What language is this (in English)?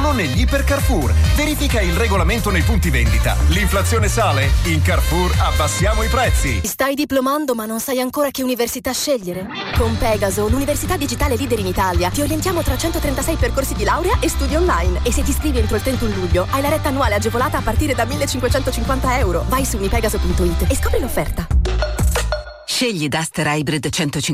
Italian